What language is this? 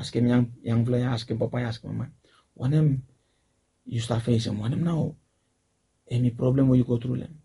Bislama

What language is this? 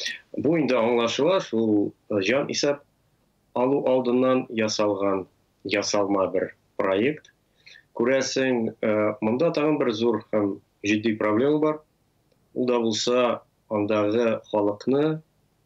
Tatar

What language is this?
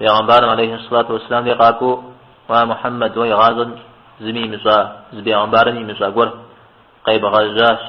Kabardian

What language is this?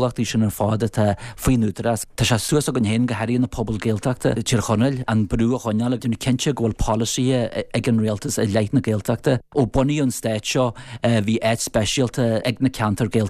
Irish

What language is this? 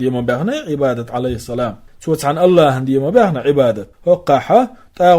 Chechen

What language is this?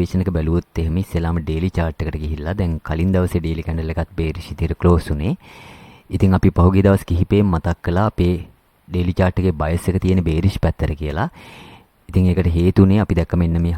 Sinhala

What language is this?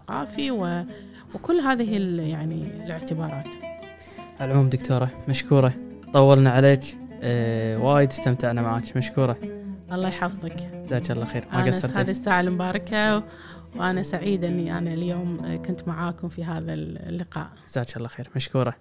Gulf Arabic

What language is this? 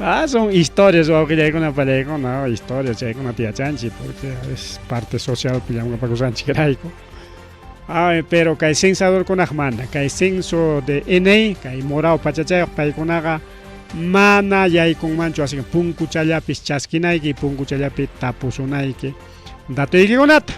Ayacucho Quechua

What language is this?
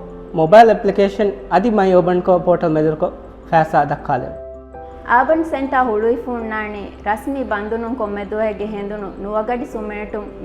Divehi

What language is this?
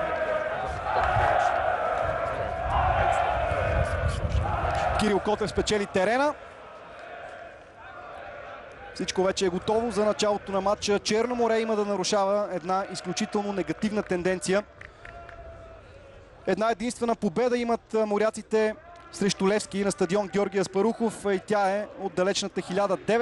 Bulgarian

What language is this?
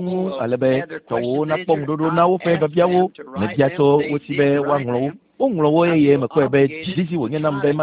Ewe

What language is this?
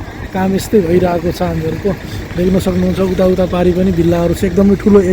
Nepali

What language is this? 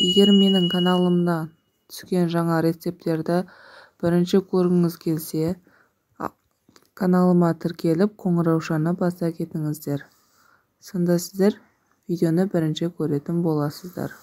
Kazakh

